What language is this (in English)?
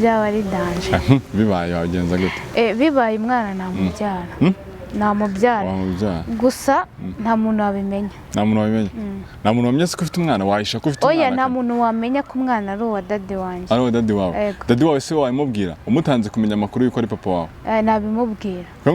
Kinyarwanda